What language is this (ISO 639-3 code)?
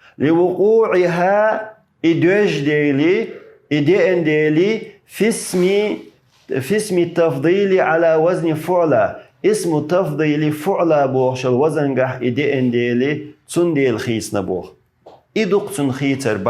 che